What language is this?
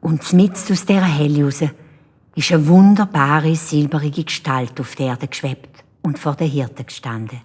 Swiss German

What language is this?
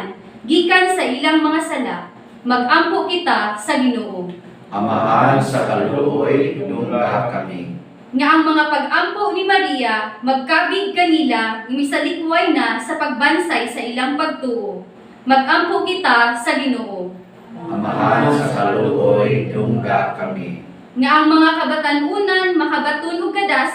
Cebuano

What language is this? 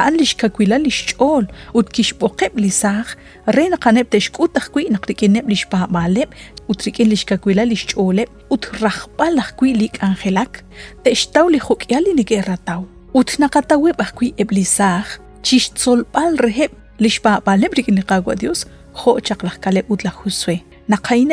Kekchí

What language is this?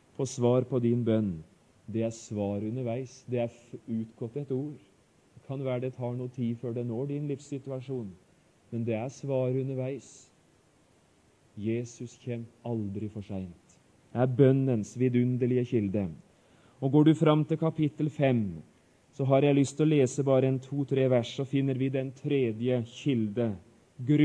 Norwegian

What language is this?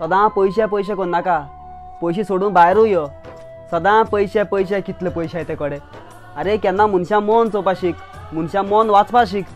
Konkani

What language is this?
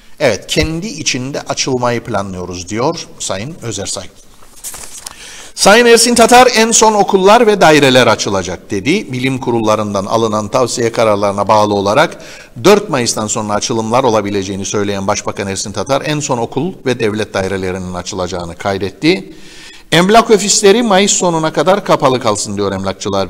Turkish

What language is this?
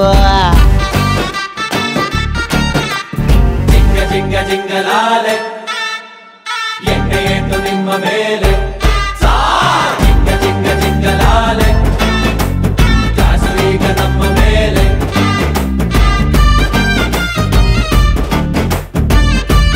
Kannada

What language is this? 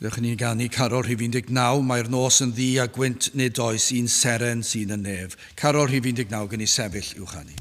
Welsh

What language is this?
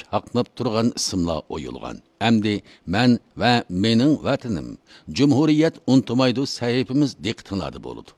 Uyghur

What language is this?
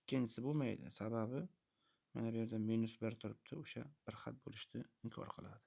Uzbek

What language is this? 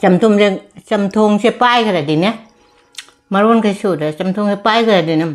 Manipuri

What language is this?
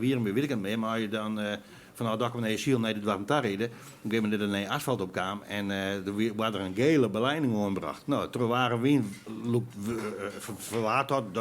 Western Frisian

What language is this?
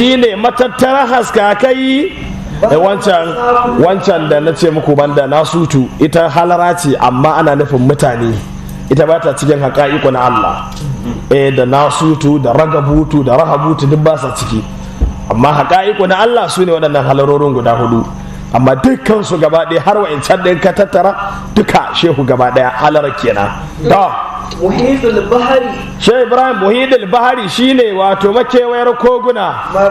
Hausa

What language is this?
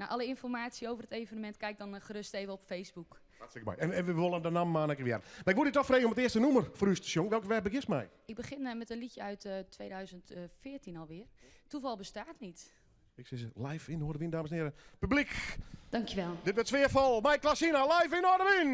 Western Frisian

